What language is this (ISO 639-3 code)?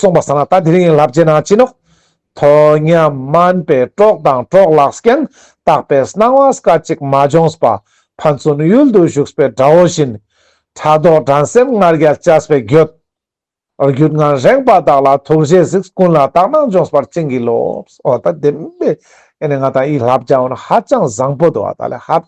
lbj